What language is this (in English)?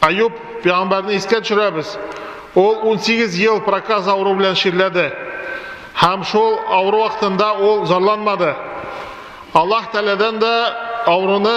Tatar